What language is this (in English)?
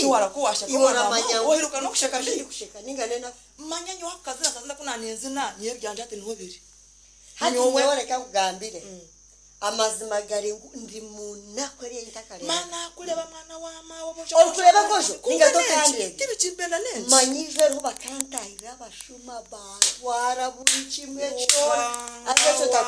Nyankole